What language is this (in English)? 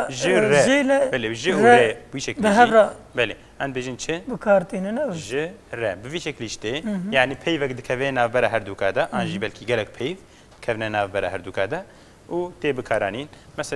Kurdish